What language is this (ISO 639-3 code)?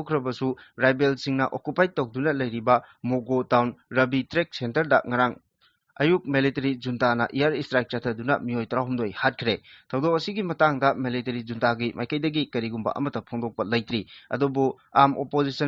mni